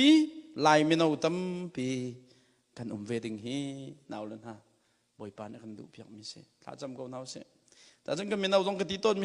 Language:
Hakha Chin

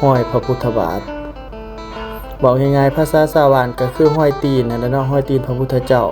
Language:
Lao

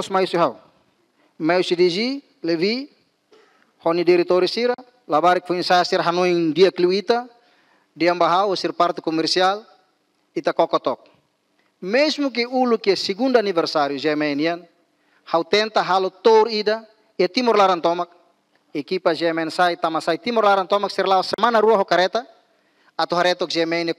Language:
Tetum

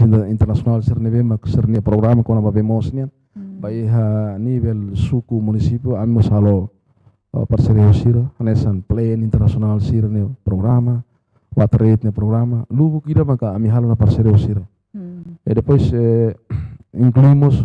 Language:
Tetum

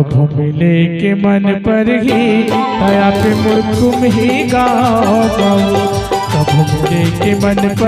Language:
Chhattisgarhi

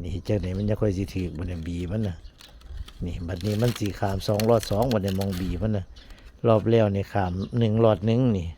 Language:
Northeastern Thai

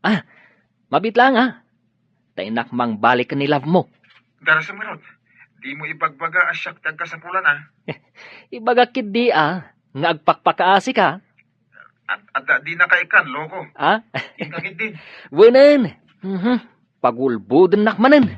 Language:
Iloko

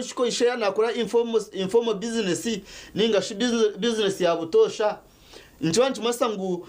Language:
Nyankole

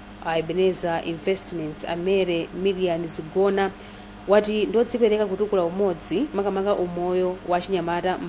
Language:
Nyanja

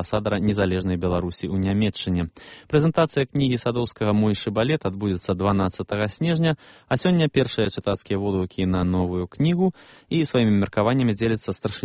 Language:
Belarusian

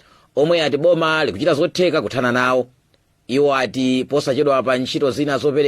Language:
Nyanja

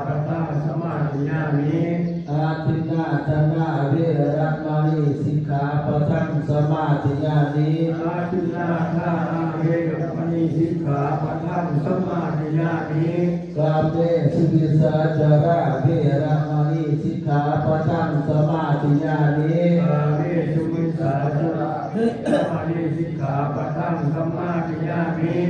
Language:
Pali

